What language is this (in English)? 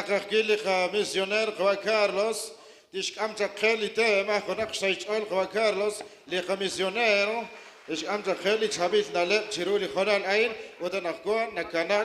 Kekchí